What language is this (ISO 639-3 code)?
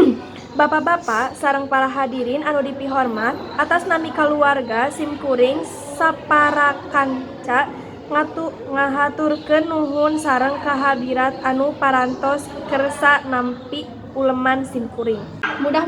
sun